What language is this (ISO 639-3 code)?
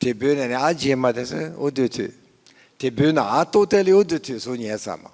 lis